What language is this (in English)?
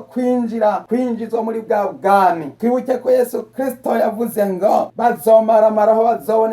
Rundi